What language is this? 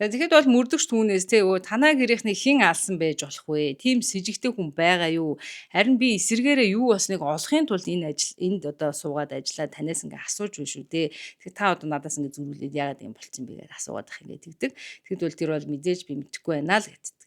Mongolian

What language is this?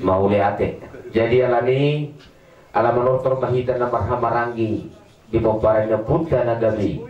Batak Toba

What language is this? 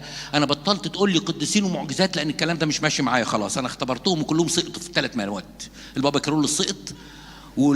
Egyptian Arabic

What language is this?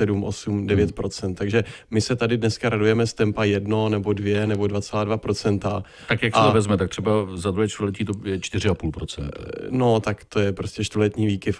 Czech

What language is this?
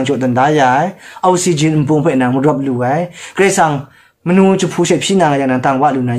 Kachin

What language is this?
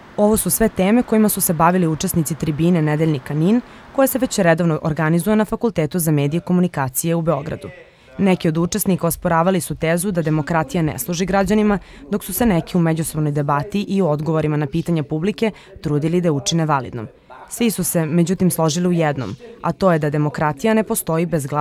Serbian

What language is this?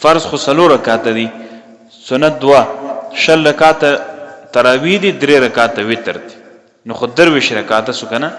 Pashto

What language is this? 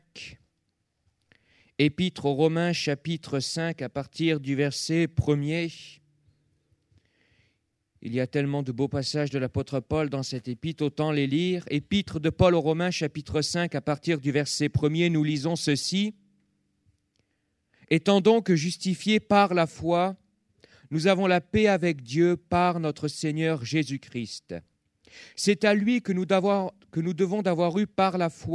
French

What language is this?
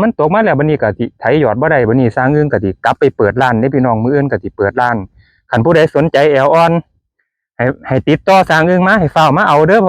Northeastern Thai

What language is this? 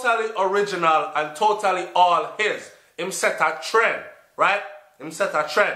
Jamaican Creole English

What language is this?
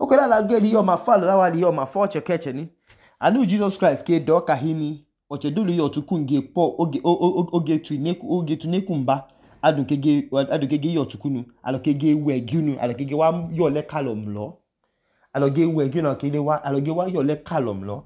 Idoma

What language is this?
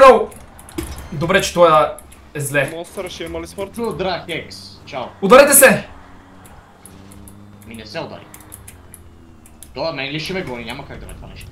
Bulgarian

